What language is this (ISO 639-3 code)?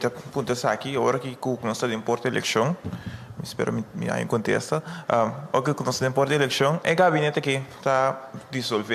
pap